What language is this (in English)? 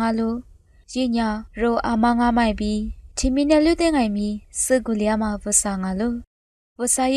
Lisu